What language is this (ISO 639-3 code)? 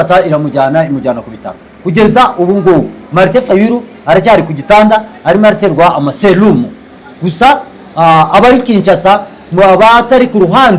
kin